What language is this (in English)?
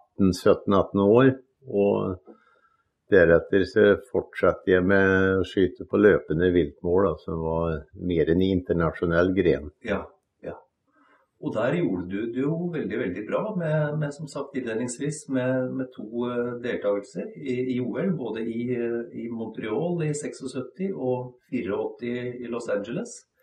Norwegian